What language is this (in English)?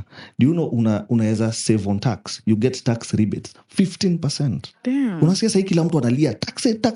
Swahili